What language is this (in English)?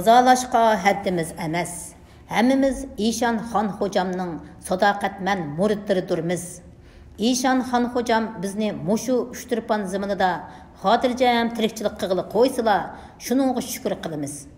Uyghur